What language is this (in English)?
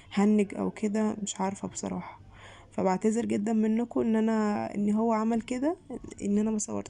Egyptian Arabic